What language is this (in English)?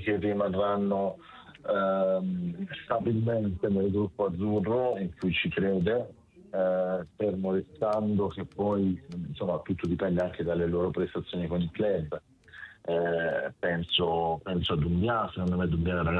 Italian